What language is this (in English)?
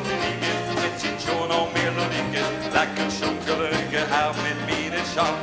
Limburgish